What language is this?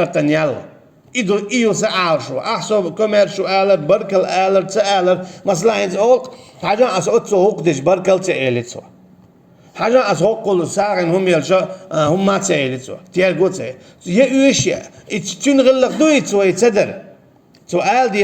Chechen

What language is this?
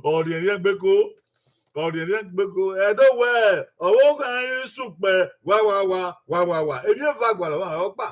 Bini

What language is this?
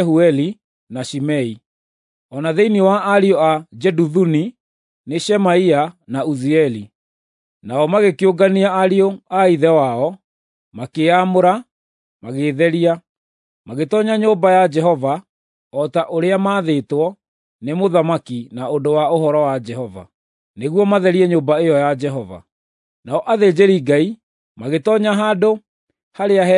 Kikuyu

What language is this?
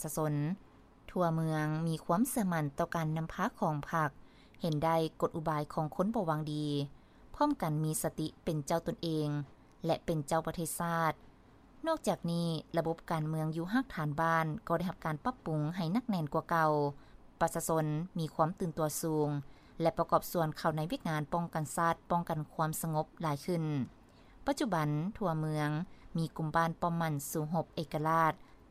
Lao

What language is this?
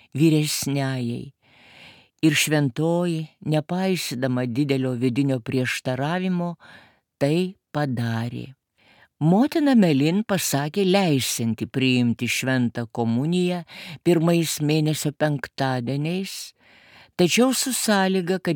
Lithuanian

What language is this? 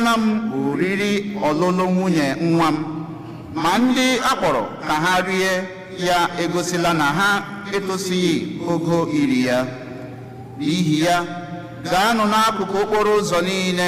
Igbo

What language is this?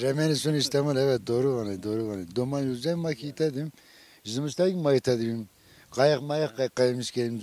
Zaza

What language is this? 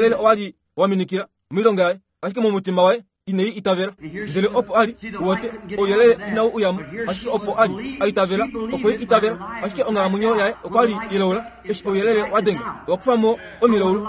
Kuanyama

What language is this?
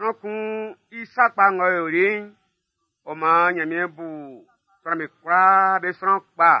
Baoulé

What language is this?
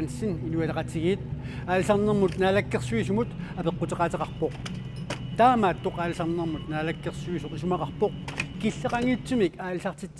Kalaallisut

